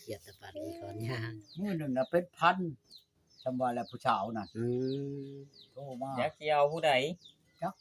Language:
Northeastern Thai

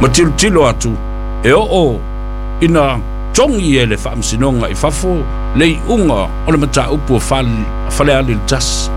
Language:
Samoan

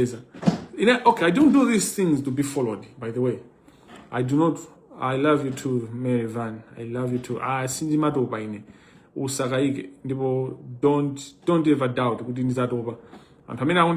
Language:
Nyanja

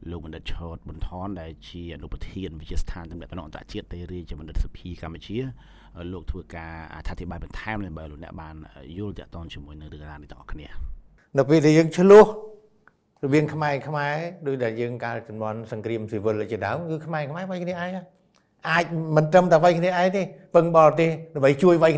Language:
Khmer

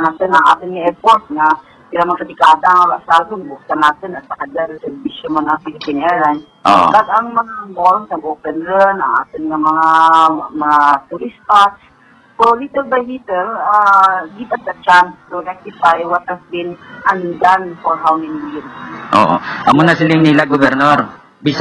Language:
Hiligaynon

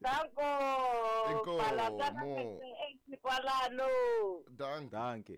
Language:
Tsonga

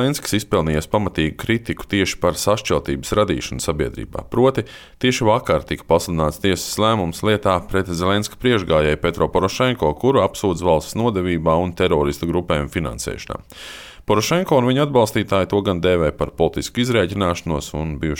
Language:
Latvian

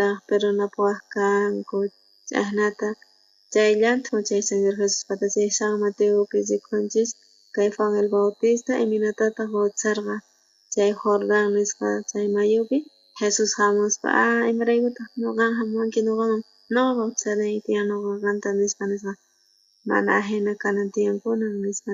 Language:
South Bolivian Quechua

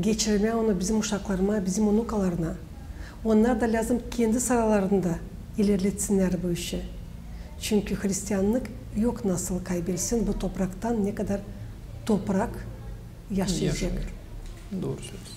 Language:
Gagauz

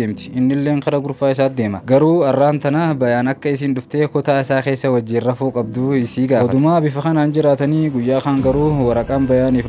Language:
Oromo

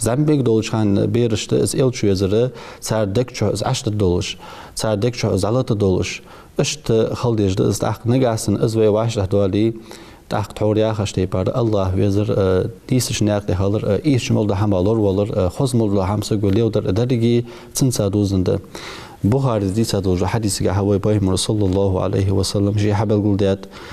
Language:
Ingush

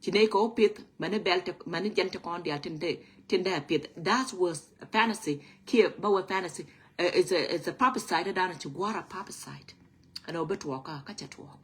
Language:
Nuer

